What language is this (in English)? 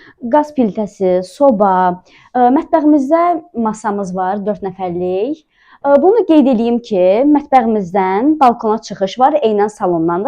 Azerbaijani